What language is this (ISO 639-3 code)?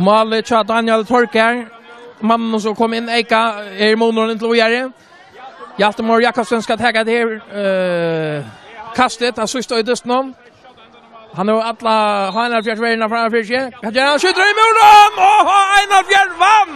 fao